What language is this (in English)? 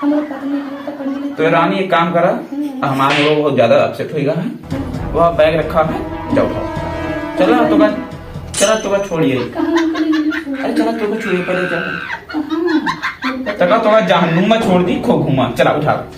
Awadhi